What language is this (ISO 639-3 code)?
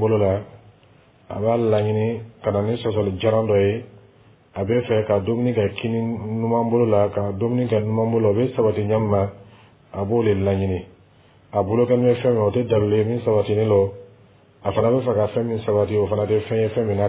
dyu